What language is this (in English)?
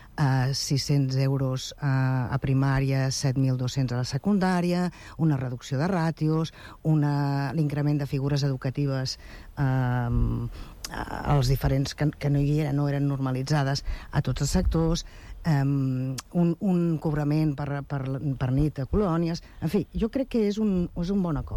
Catalan